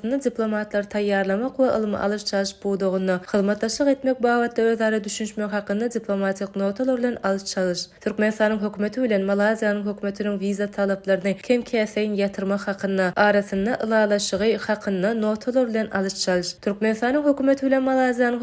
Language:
Turkmen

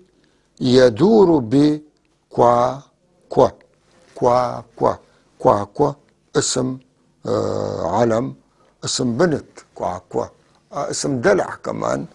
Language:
North Levantine Arabic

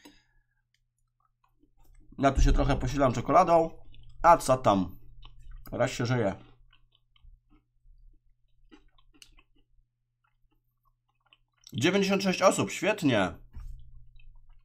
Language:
Polish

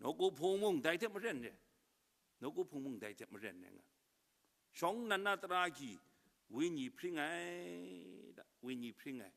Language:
Kachin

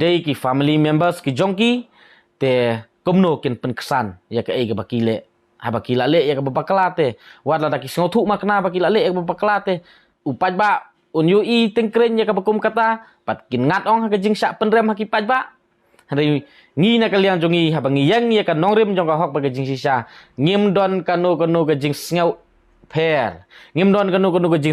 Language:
Khasi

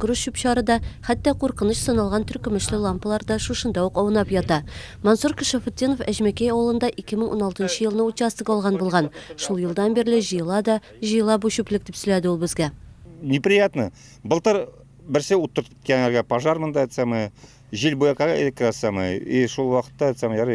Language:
Tatar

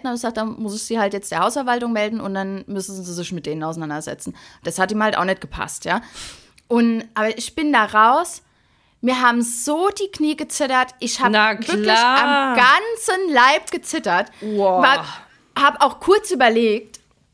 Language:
German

